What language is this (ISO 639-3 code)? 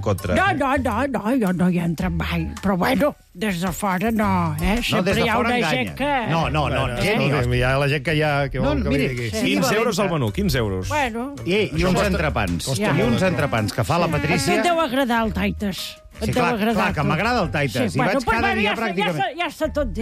cat